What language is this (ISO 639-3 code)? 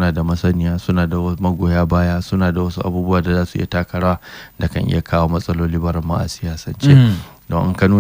hau